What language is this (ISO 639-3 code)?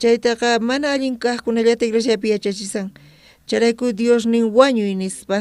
quh